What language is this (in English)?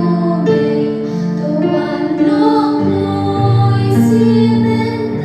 Khasi